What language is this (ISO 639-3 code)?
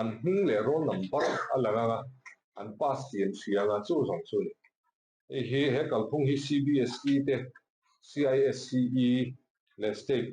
lus